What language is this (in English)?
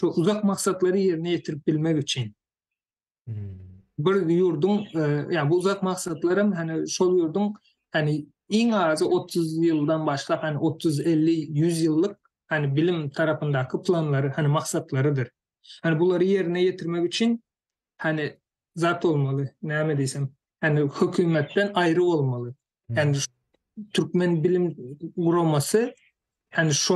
Turkmen